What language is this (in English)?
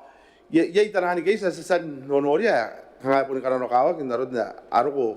Gilbertese